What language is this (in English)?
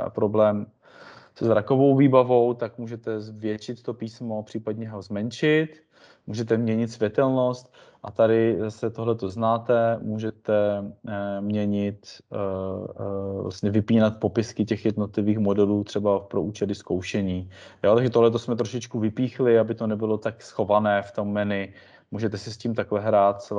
Czech